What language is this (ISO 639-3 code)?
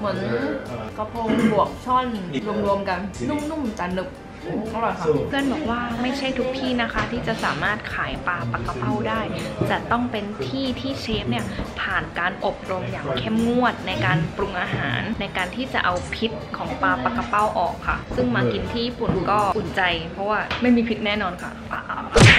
tha